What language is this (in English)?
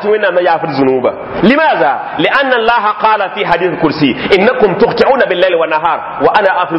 Mossi